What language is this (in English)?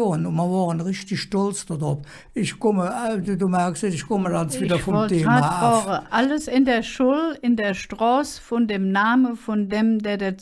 Colognian